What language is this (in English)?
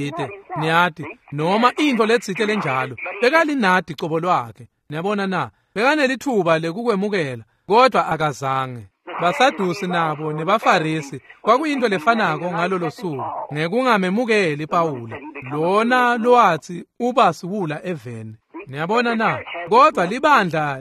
Swati